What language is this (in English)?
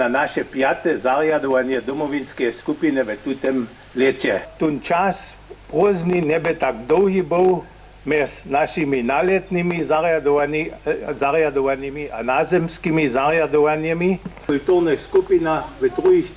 Upper Sorbian